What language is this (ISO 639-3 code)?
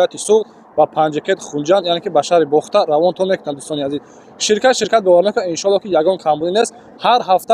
tgk